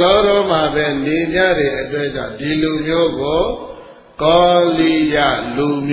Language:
Burmese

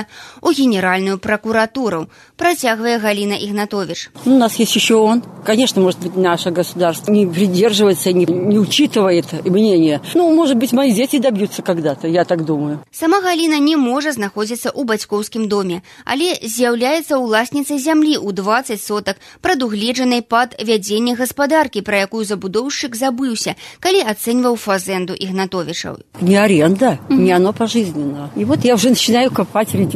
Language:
Belarusian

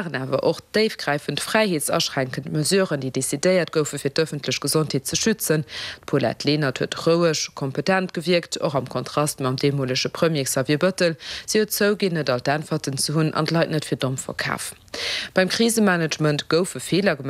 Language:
Luxembourgish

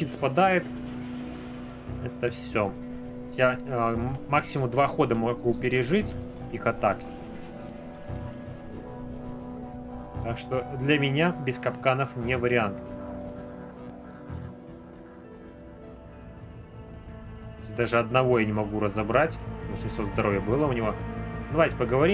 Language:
Russian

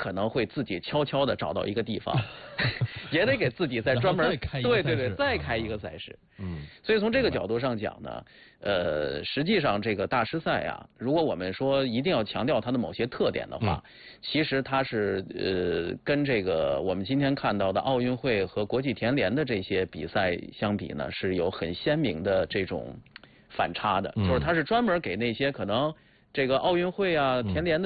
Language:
Chinese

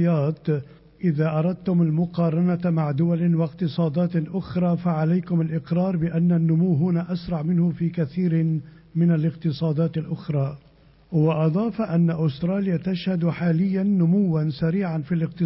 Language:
Arabic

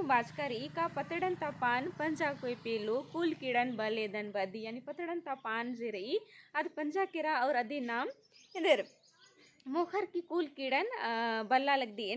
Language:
Kurukh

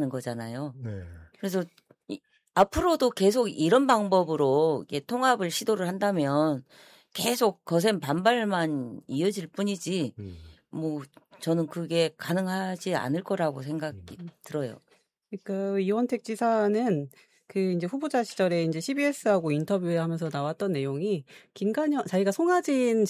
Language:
Korean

